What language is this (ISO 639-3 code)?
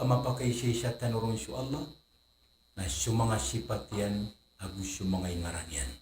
mrw